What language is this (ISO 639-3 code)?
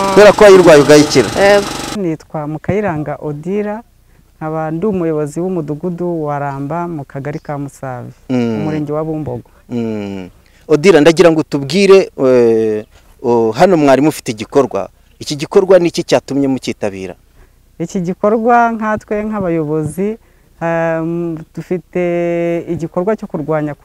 kin